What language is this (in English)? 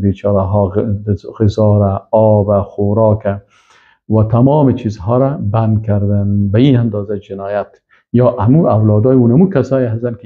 Persian